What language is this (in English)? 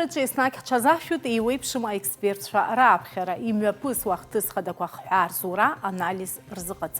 Abkhazian